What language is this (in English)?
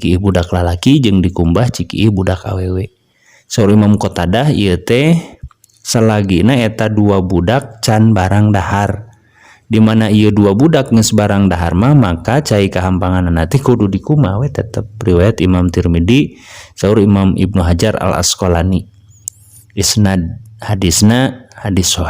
Sundanese